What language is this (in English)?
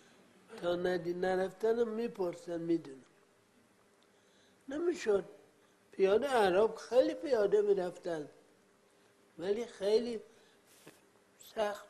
Persian